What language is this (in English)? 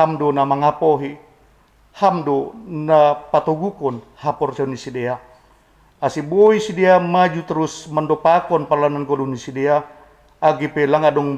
Batak Simalungun